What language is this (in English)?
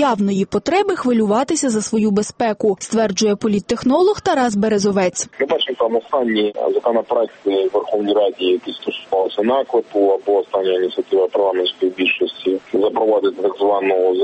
Ukrainian